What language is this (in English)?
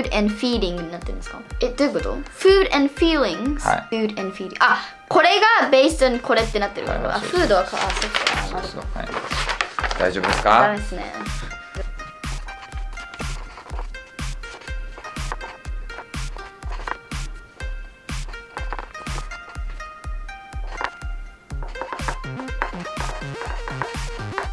Japanese